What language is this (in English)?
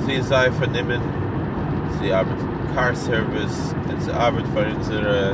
Yiddish